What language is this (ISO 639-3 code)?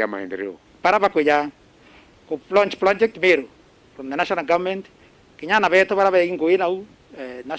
mer